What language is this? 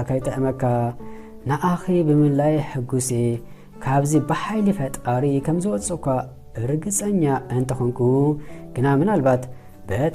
Tigrinya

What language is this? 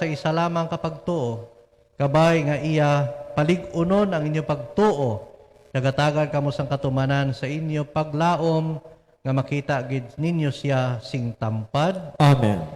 Hiligaynon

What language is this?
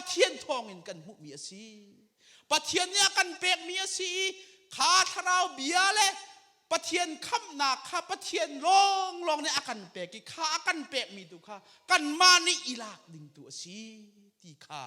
Hakha Chin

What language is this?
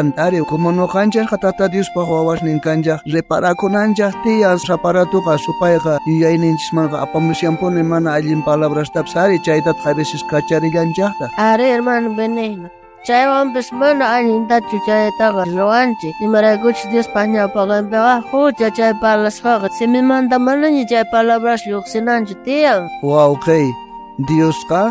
South Bolivian Quechua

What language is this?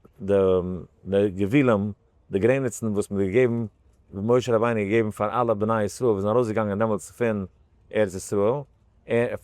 Yiddish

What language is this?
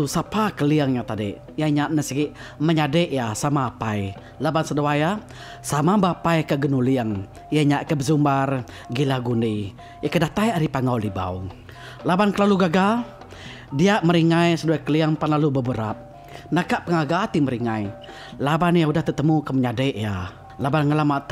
Iban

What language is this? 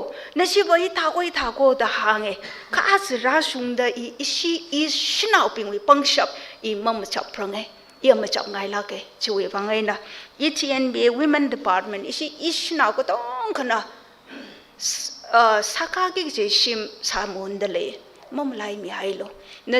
Tangkhul Naga (India)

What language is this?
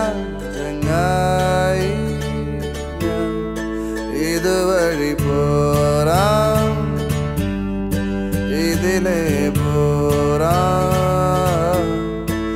Malayalam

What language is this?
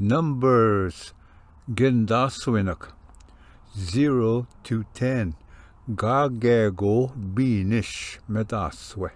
Ojibwa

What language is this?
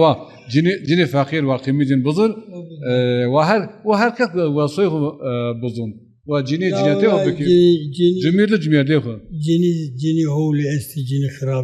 Zaza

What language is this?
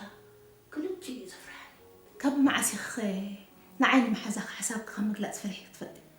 Tigrinya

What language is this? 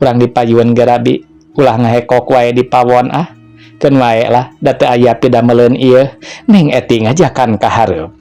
Sundanese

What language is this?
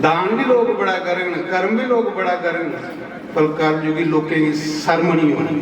Dogri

